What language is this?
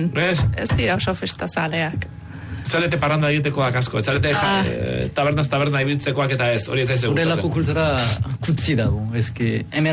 Basque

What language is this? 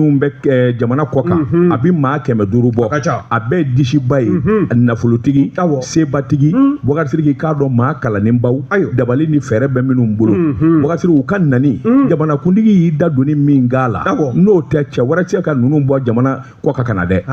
Bambara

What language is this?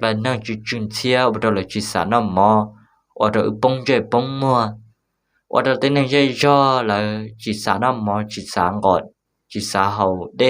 Hmong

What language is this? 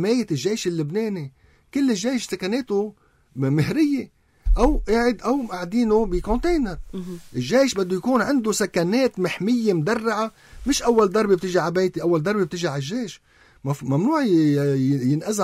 North Levantine Arabic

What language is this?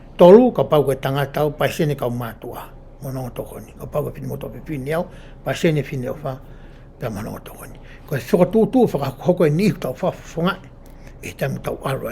Tongan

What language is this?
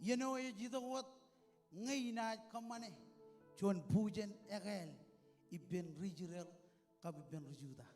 Marshallese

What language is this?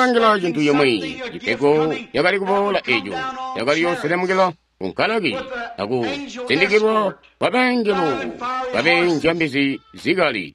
Tonga (Zambia)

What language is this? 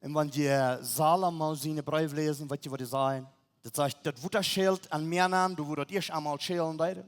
Plautdietsch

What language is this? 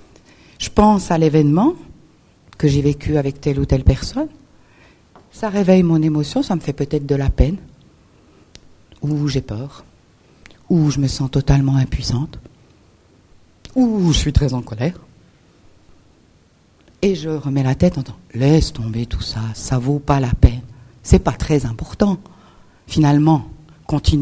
French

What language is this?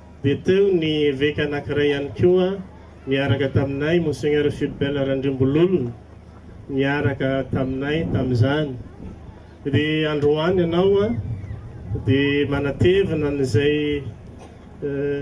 Malagasy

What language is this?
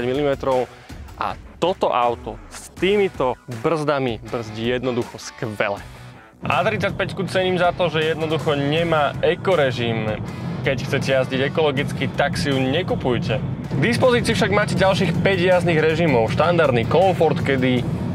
Slovak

